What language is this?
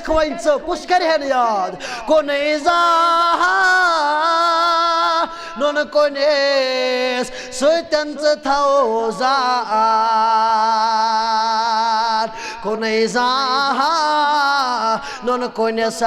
Kashmiri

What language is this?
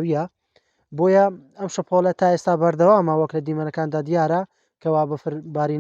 Central Kurdish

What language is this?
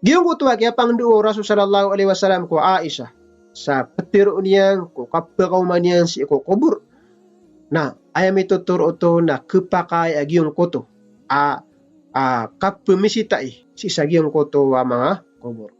Maranao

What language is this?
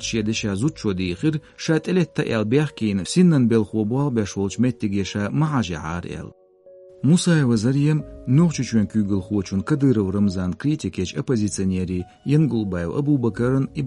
Chechen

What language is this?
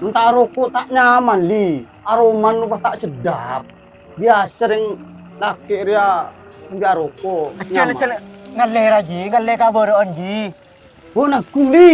Madurese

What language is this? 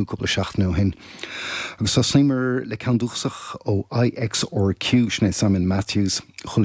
Irish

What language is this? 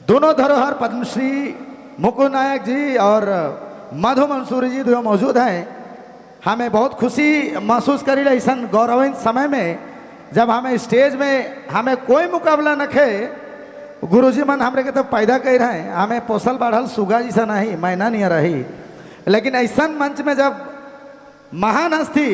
Sadri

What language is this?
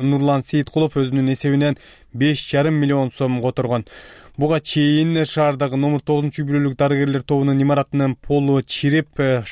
Kyrgyz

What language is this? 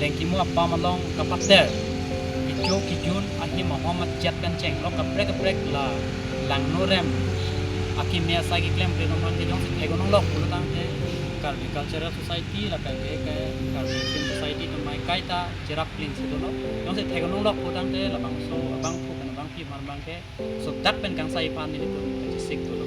Karbi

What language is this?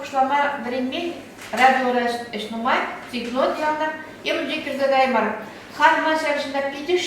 Chuvash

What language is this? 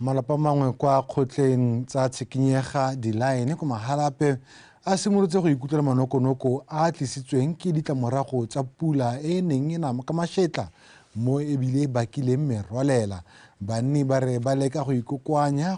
Tswana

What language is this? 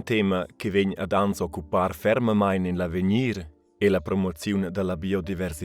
Romansh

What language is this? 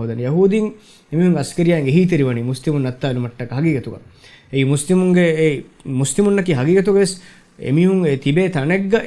Divehi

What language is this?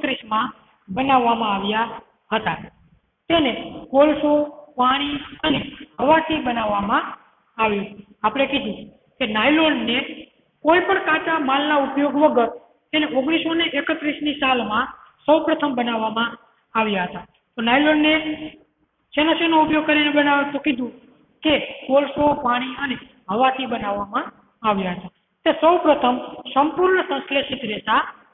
Gujarati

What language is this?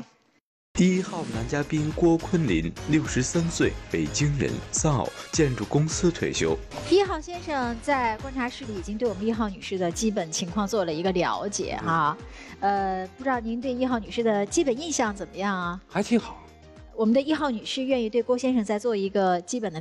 Chinese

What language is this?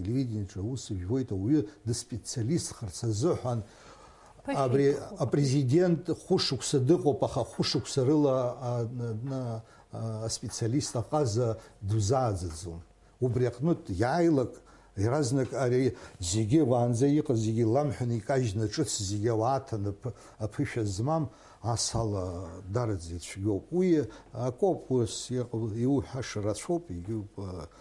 Abkhazian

